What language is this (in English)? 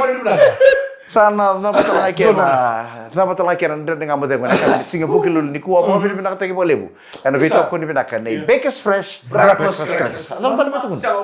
Fijian